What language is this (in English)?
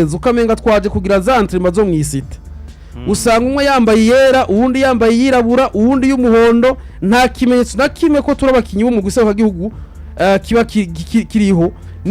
Rundi